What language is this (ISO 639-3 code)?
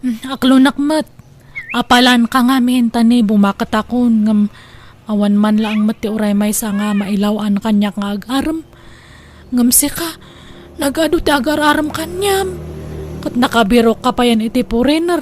ilo